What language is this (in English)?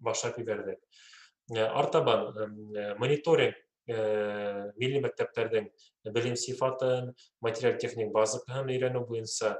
Bashkir